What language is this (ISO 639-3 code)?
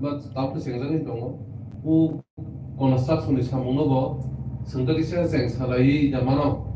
trp